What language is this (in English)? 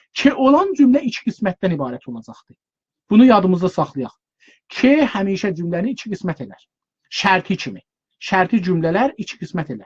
South Azerbaijani